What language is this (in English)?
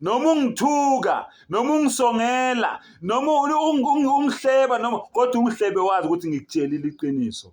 Zulu